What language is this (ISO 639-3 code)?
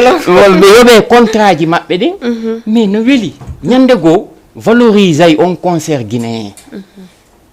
ful